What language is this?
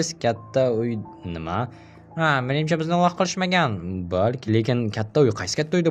Uzbek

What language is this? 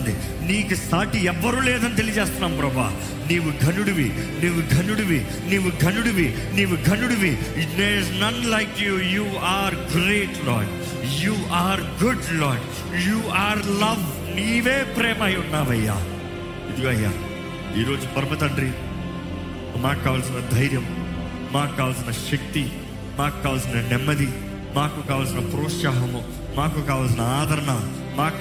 Telugu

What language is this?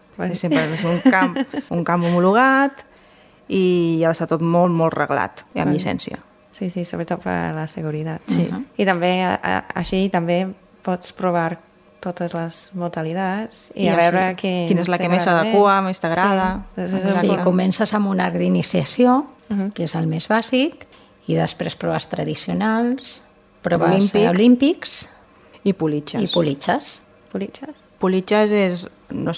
Catalan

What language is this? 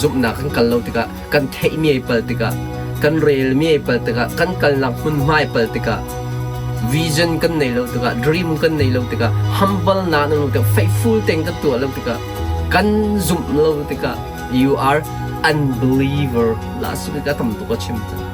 Hakha Chin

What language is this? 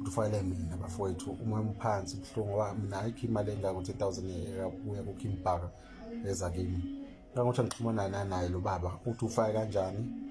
Zulu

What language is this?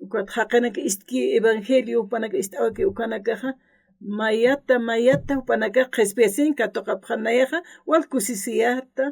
Aymara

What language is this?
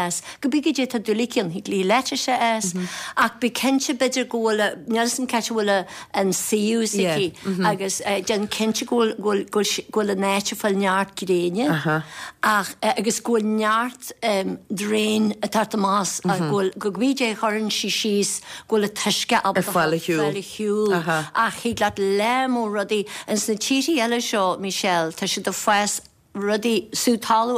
Irish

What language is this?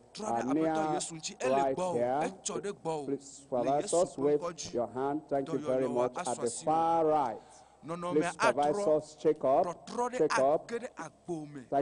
Ewe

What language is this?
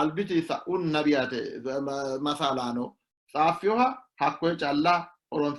Sidamo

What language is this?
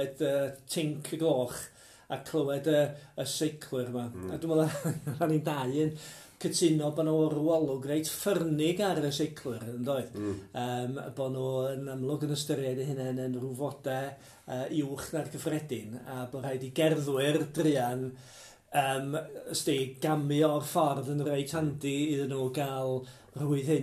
Welsh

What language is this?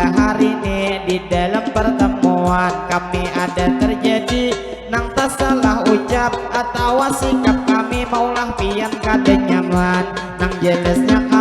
Banjar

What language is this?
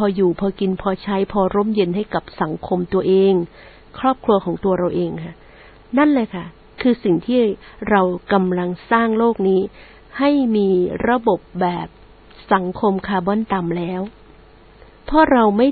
Thai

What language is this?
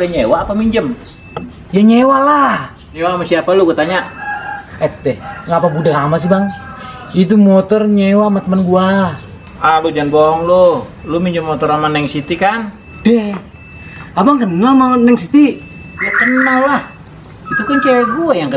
Betawi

